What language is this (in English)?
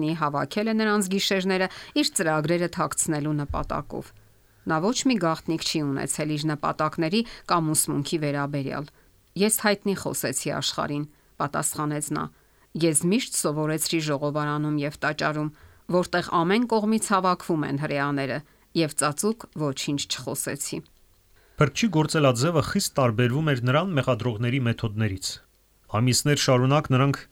Armenian